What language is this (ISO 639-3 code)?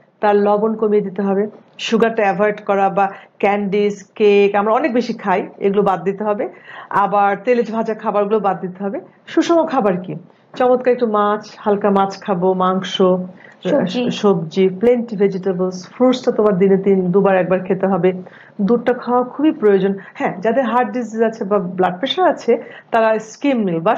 ben